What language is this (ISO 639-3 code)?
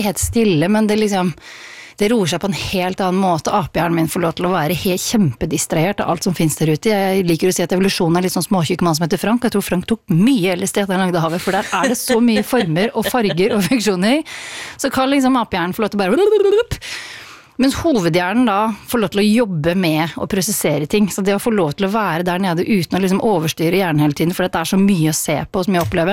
nor